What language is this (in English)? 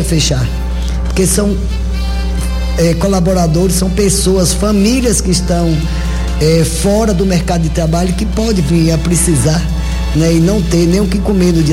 Portuguese